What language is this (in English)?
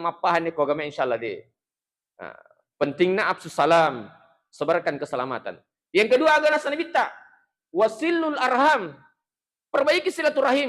Buginese